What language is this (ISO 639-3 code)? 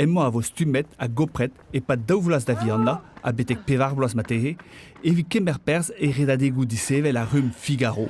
bre